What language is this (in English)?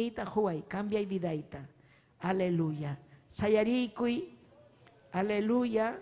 Ayacucho Quechua